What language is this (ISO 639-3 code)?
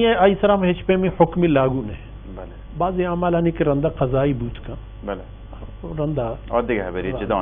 bal